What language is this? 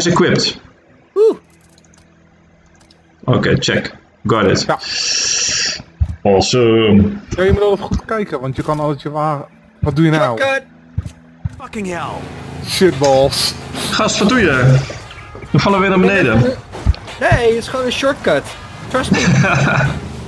Dutch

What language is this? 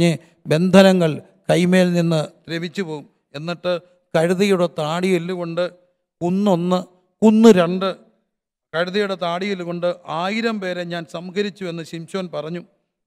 Malayalam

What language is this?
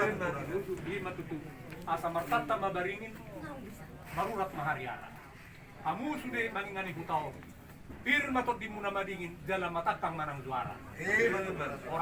Batak Toba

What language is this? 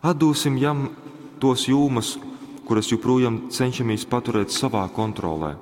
Latgalian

